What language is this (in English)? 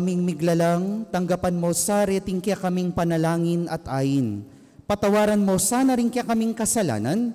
Pampanga